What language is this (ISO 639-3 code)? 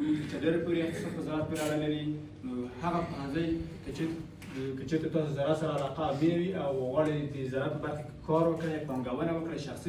pus